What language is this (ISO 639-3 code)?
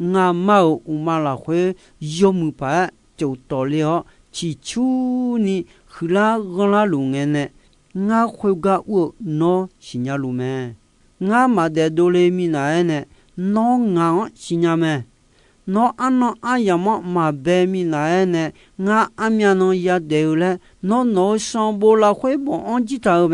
ahk